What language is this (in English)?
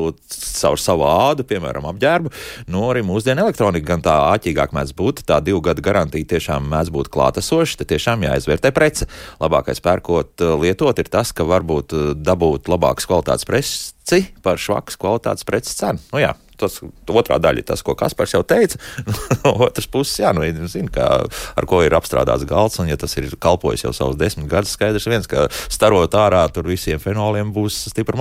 Latvian